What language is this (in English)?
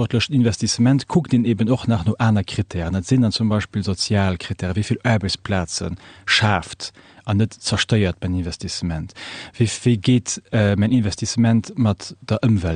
Luxembourgish